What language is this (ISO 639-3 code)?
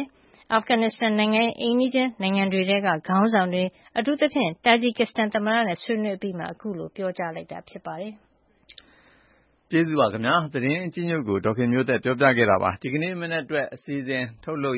mya